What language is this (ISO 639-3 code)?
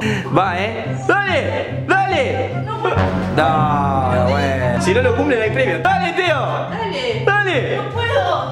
spa